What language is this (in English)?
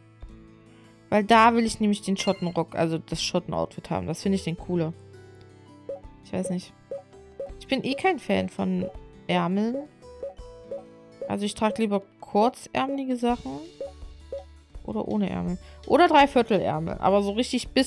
German